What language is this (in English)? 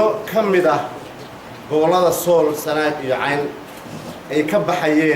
Somali